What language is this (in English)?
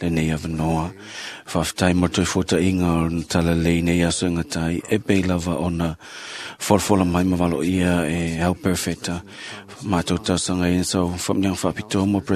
Samoan